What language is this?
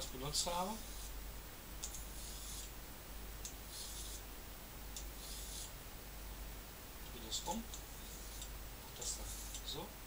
German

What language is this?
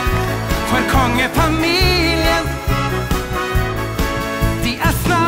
Norwegian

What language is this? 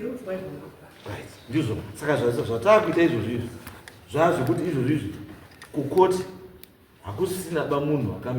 Shona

